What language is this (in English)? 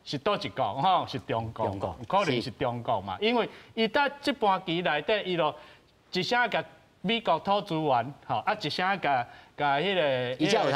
Min Nan Chinese